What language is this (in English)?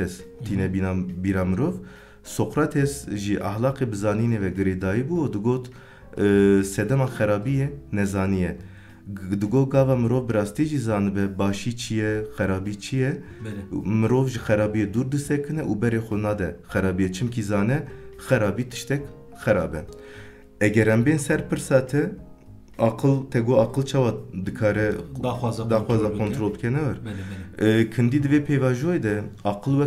Kurdish